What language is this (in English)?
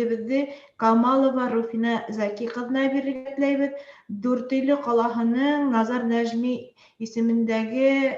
Bashkir